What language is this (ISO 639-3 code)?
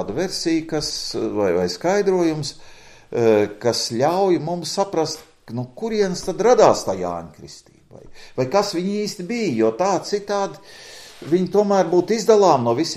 lav